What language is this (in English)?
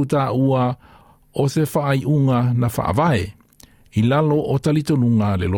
Samoan